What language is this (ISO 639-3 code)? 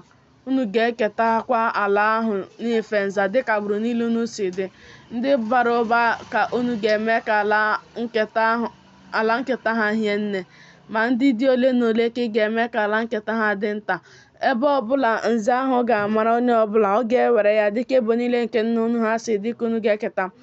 ibo